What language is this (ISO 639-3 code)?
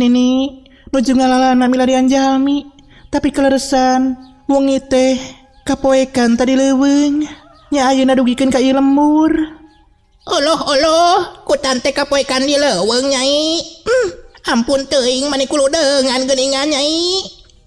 sun